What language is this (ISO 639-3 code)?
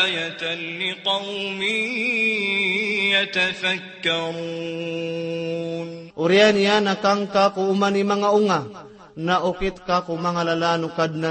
mrw